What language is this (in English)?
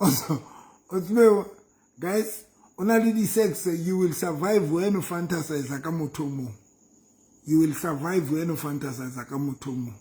Southern Sotho